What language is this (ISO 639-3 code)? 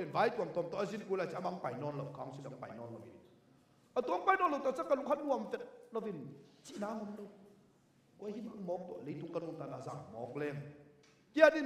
ctd